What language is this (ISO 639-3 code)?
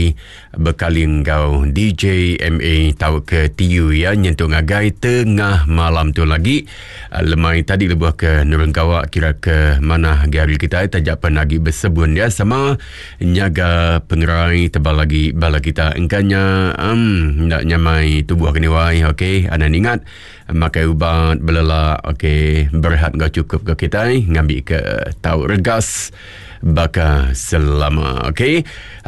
iba